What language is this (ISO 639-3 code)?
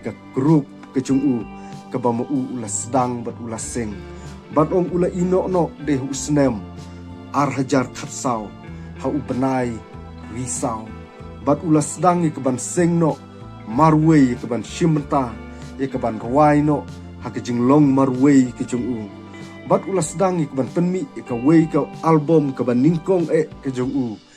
kha